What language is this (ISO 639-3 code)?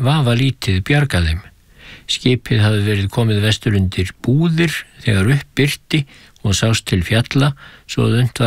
isl